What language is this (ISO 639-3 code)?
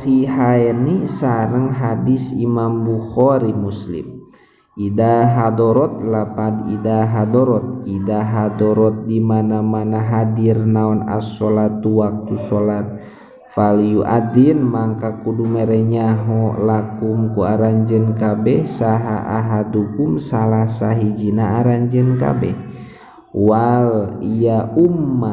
sun